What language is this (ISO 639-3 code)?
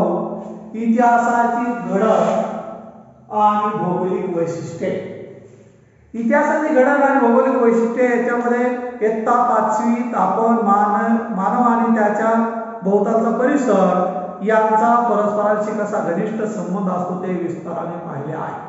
mar